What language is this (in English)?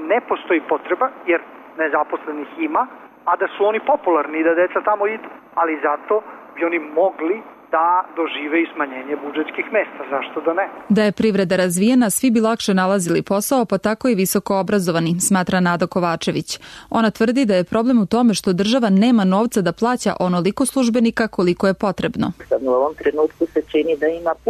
Serbian